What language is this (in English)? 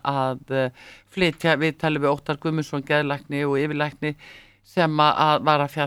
Icelandic